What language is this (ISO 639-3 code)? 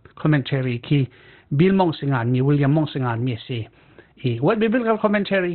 cfm